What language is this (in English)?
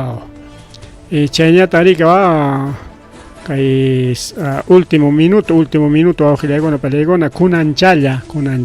Ayacucho Quechua